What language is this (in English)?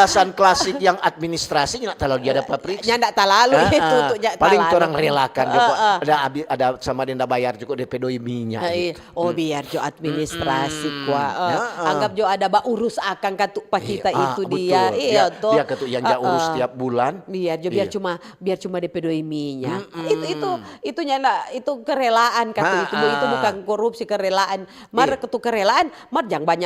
Manado Malay